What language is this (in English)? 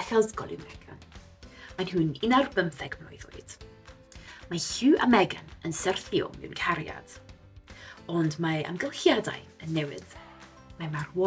Welsh